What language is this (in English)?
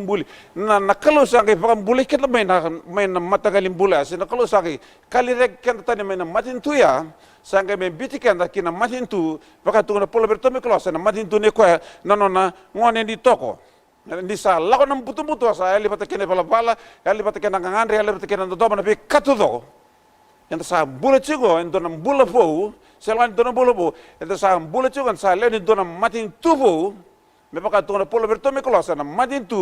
Fijian